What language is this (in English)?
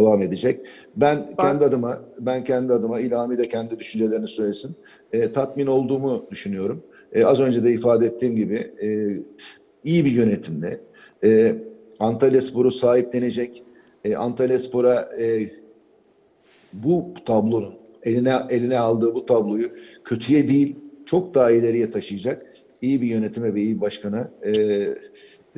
Turkish